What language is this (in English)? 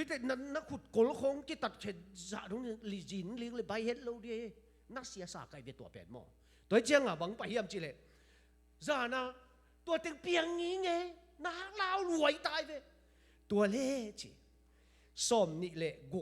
Tedim Chin